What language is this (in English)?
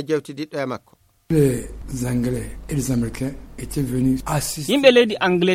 Fula